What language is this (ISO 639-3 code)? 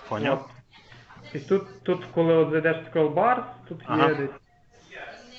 ukr